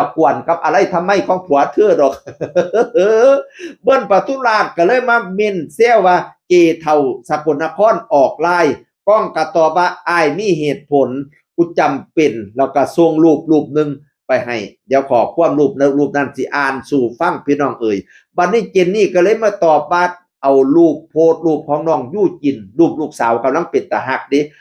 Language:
Northeastern Thai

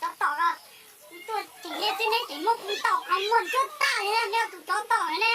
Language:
Hmong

